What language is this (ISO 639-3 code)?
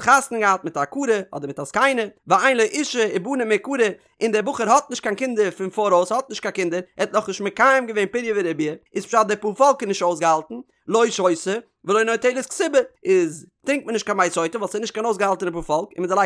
yid